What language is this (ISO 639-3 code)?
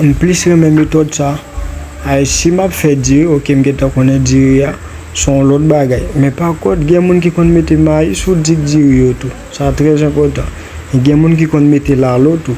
hat